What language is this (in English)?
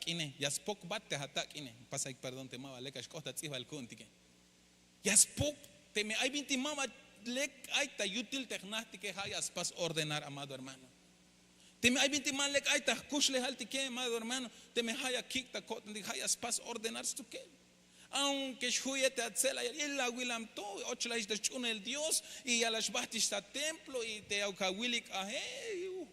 Tzeltal